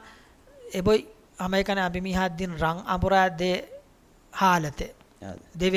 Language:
Divehi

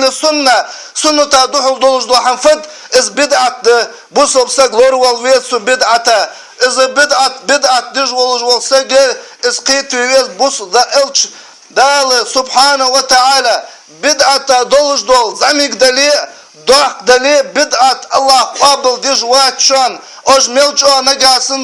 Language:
Ingush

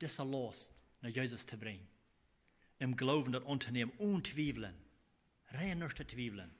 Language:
Plautdietsch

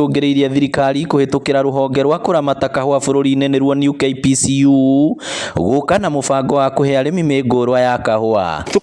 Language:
Kikuyu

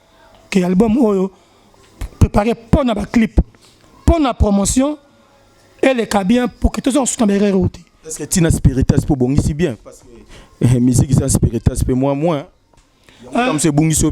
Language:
Lingala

